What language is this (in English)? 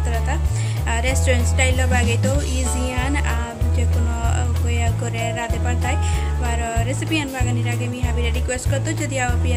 Bishnupriya